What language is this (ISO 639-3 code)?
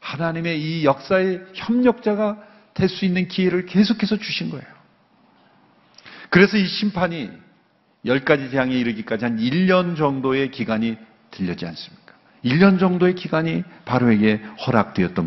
kor